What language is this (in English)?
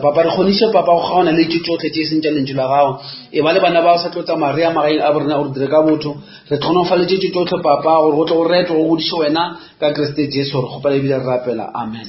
Northern Sotho